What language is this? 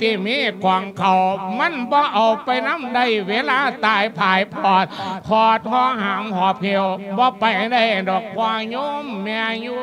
Lao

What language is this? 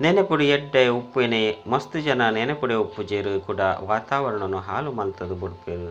Tulu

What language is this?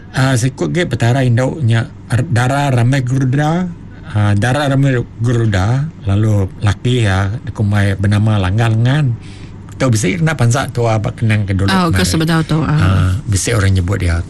Iban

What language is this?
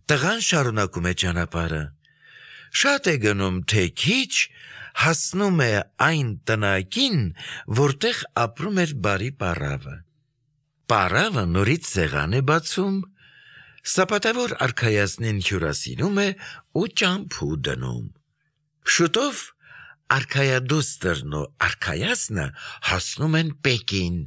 Armenian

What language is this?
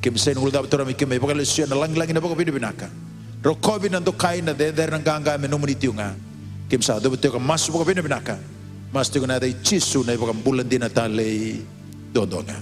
Fijian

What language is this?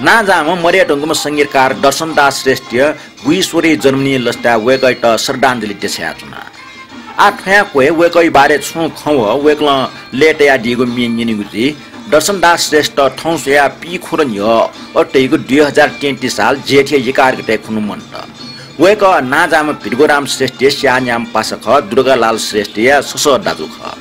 Newari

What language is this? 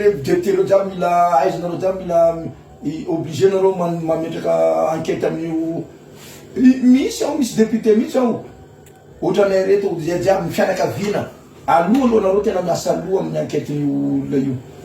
Malagasy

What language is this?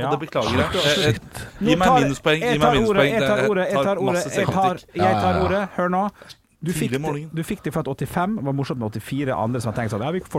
Norwegian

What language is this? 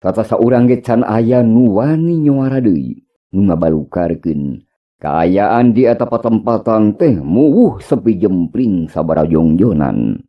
Sundanese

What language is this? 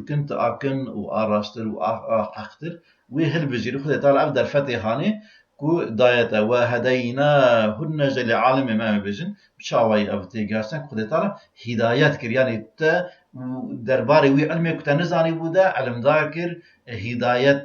Kurdish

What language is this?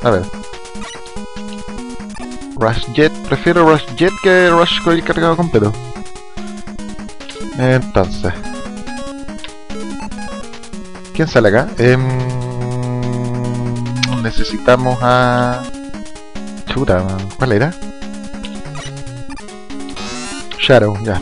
Spanish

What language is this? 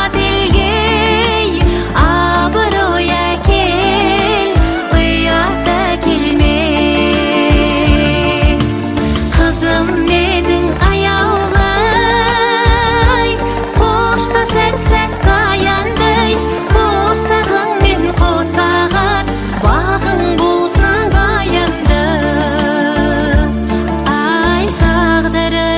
Kazakh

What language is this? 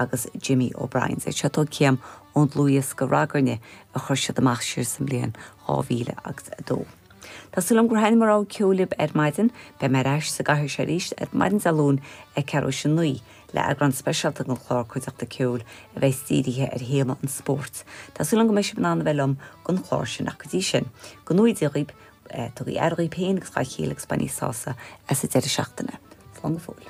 Irish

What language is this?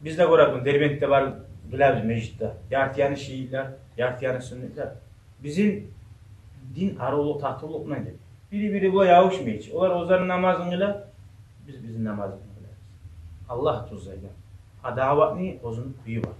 Kumyk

